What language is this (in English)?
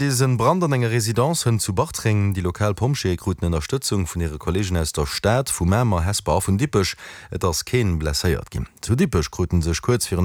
Luxembourgish